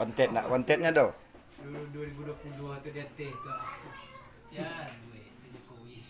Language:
Minangkabau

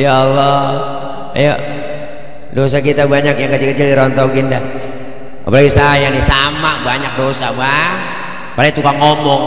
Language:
Betawi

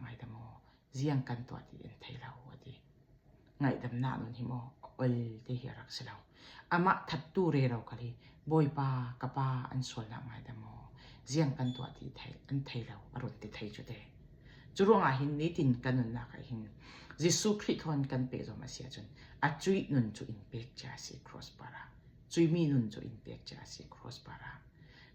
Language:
Falam Chin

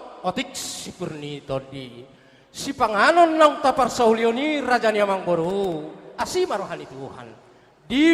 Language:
Batak Toba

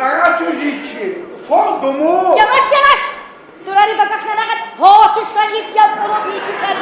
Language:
Tabassaran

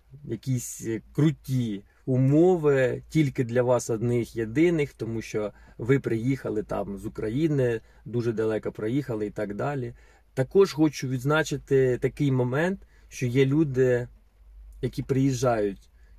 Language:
Ukrainian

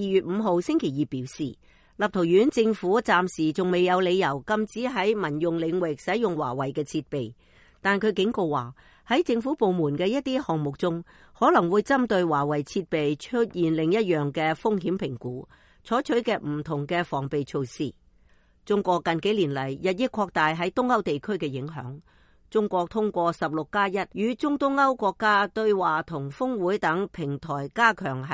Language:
Cantonese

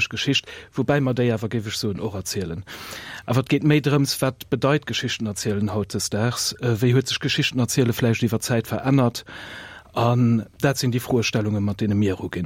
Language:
Luxembourgish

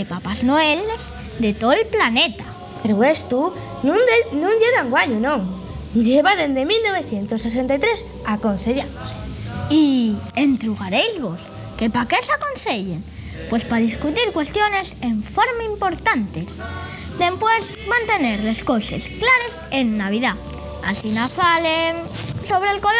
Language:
Asturian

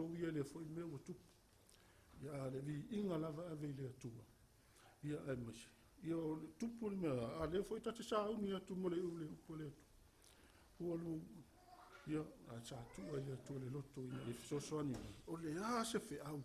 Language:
Samoan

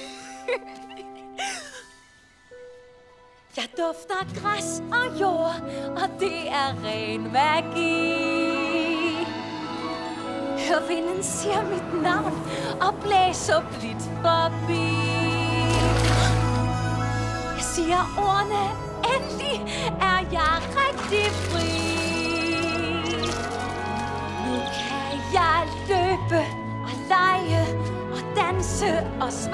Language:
Danish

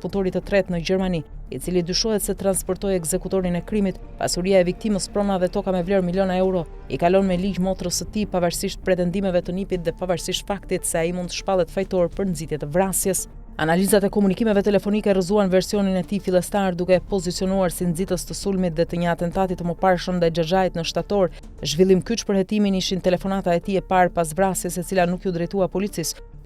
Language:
Albanian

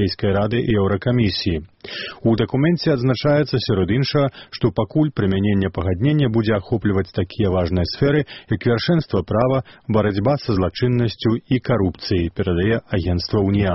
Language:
Belarusian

